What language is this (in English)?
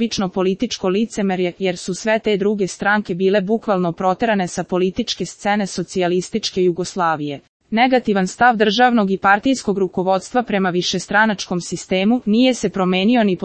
Serbian